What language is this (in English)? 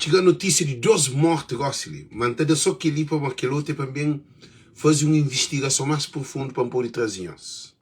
Kabuverdianu